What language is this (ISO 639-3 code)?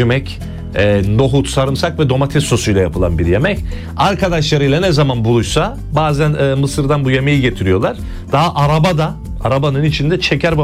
tur